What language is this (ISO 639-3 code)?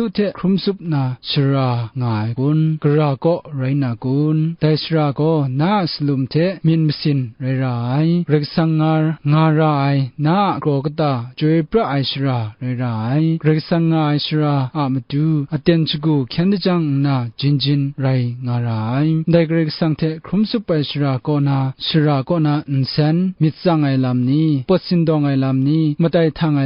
kac